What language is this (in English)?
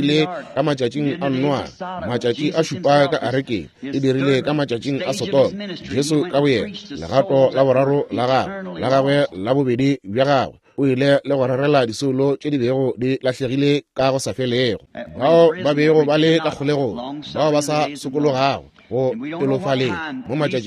Northern Sotho